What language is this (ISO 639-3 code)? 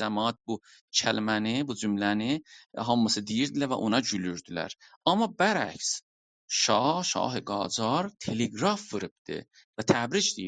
azb